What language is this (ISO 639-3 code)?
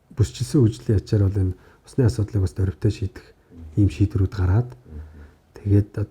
mon